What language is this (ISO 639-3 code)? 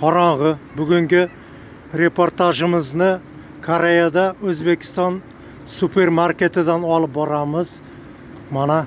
uzb